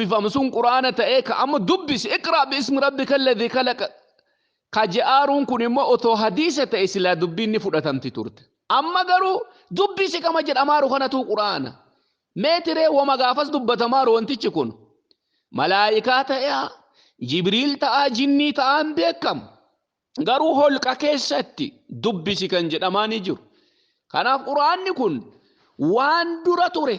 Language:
Oromo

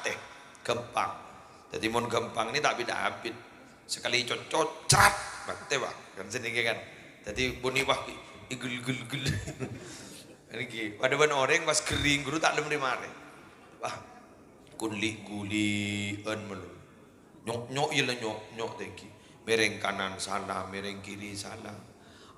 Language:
Madurese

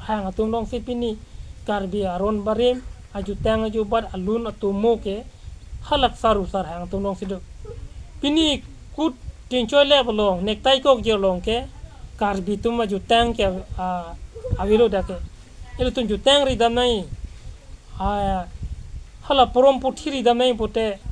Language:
Karbi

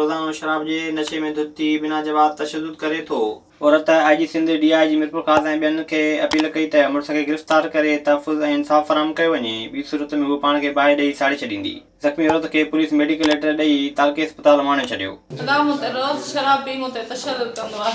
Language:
Sindhi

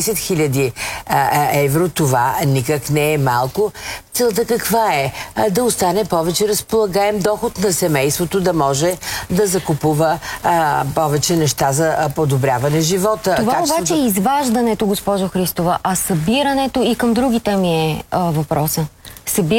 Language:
Bulgarian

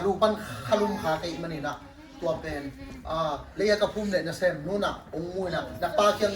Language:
Tedim Chin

